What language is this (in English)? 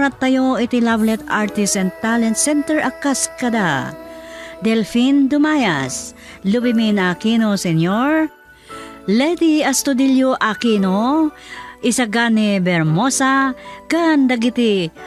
Iloko